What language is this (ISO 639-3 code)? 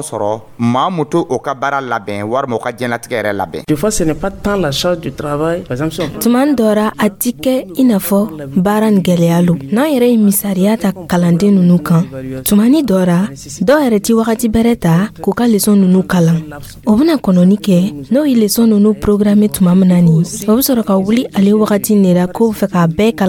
dyu